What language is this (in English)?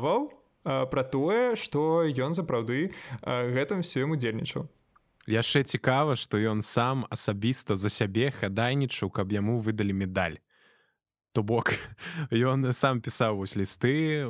Belarusian